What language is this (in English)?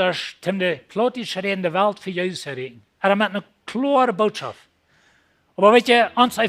Plautdietsch